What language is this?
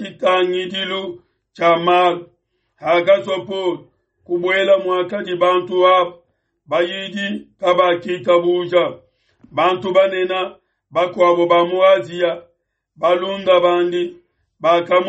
Luba-Lulua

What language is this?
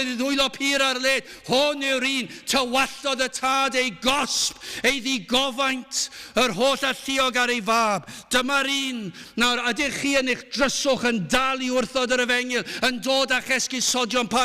Welsh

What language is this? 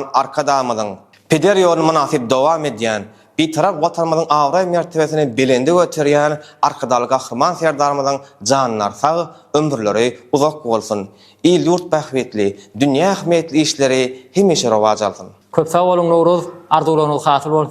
Turkmen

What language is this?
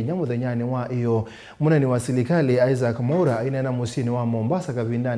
Kamba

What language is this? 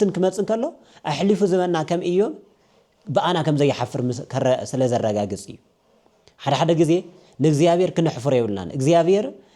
Tigrinya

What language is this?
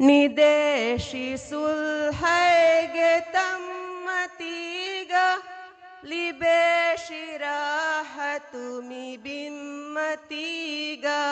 Divehi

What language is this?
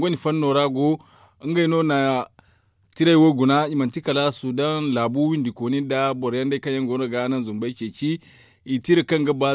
Zarma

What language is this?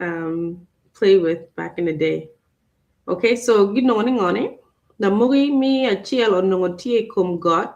Acoli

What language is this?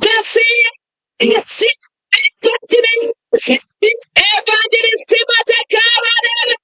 Nyankole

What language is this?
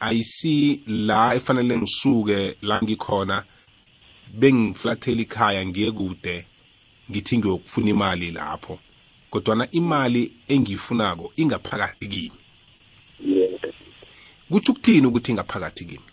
South Ndebele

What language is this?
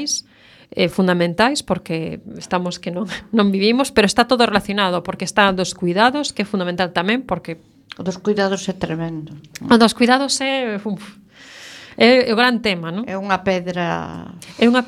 Galician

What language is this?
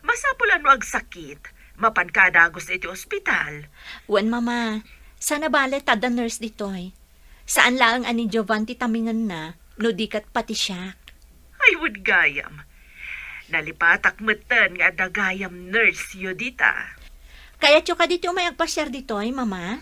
Iloko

